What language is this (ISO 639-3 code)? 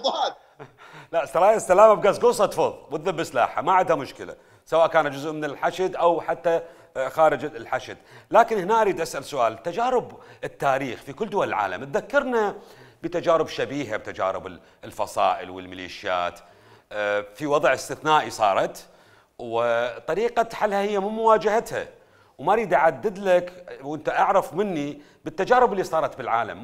acm